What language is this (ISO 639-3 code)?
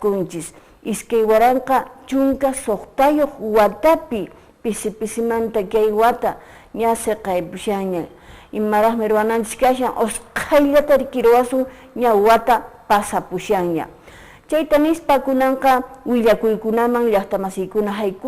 que